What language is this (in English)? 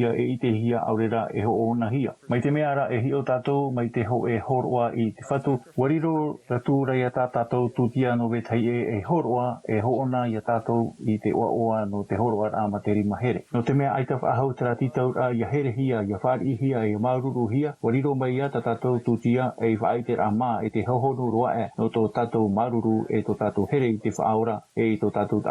Tahitian